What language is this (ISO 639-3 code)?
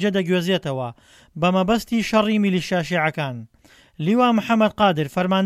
ckb